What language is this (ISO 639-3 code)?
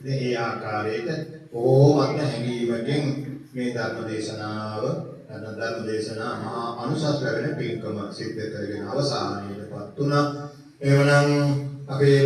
sin